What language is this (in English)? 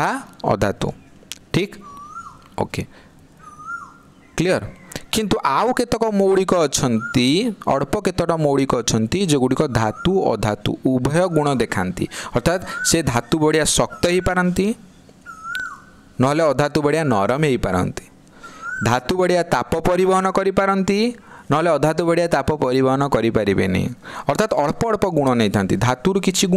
Odia